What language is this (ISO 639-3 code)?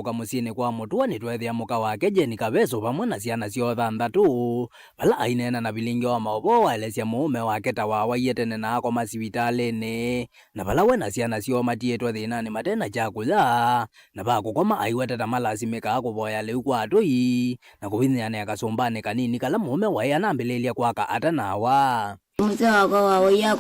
kam